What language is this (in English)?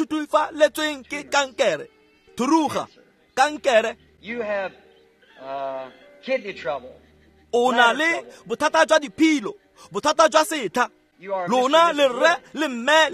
Tswana